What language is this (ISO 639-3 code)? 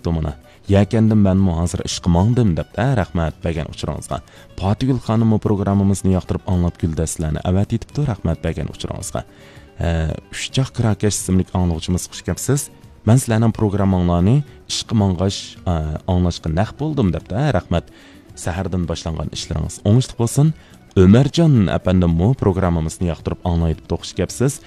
uig